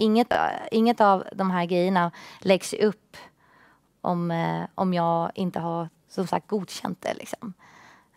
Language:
Swedish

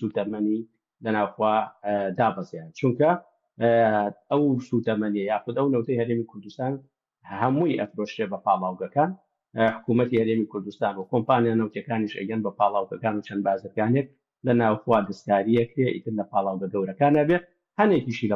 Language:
Central Kurdish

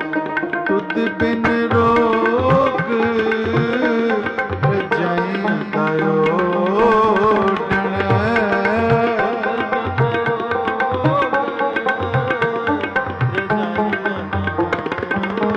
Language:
Punjabi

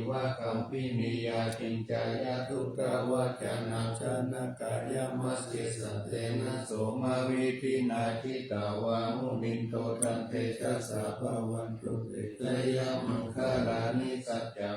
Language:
Pali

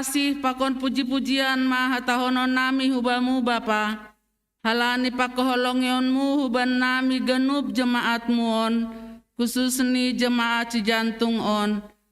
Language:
Batak Simalungun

